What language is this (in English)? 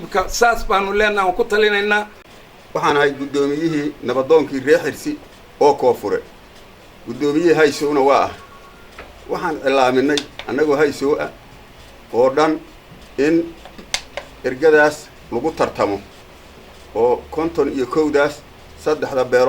Somali